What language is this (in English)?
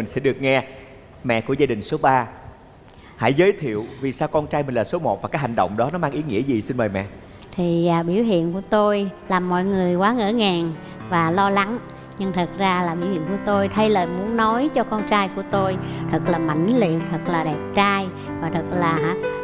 Vietnamese